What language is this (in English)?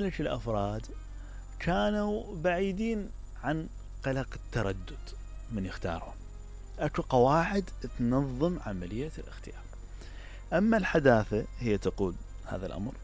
Mesopotamian Arabic